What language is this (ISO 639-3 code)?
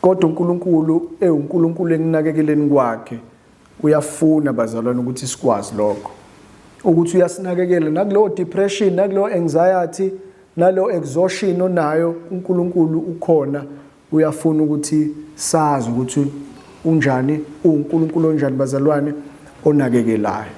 zul